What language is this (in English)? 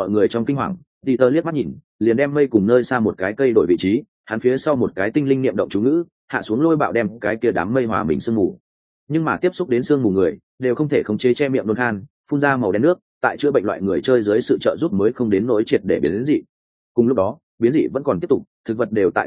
Vietnamese